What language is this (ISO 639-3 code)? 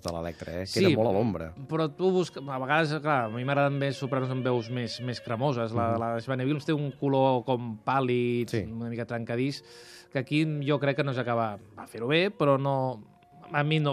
cat